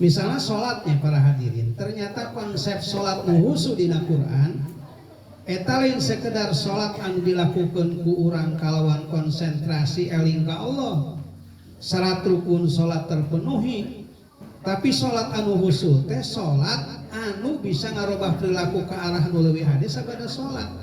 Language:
Sundanese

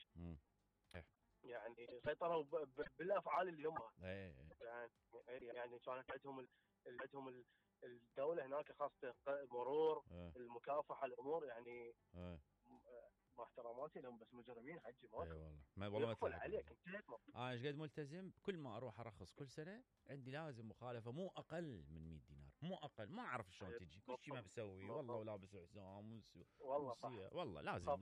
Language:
Mesopotamian Arabic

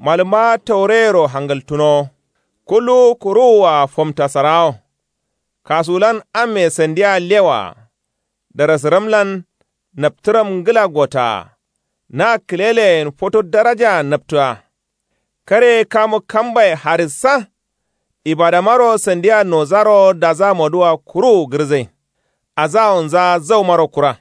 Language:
Kanuri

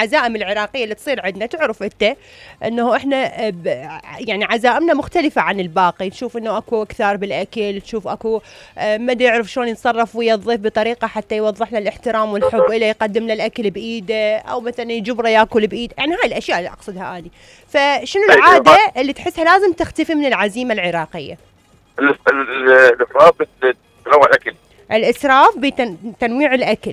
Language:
Mesopotamian Arabic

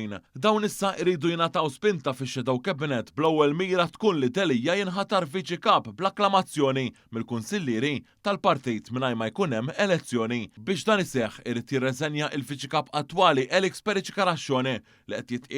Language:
Maltese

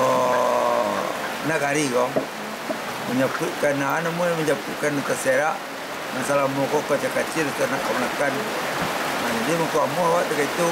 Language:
Minangkabau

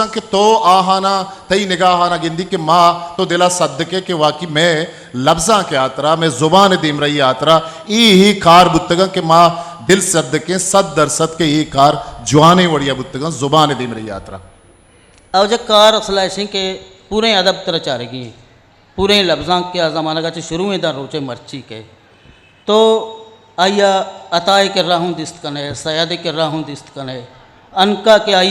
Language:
Eastern Balochi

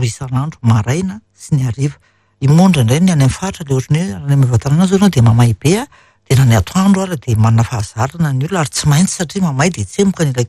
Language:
Malagasy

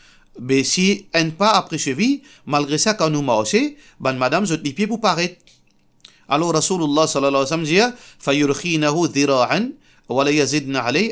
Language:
Morisyen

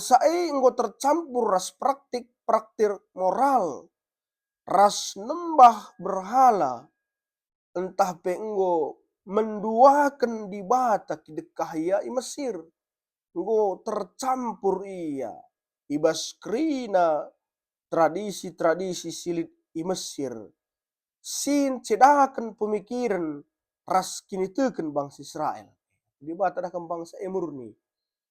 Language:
Batak Karo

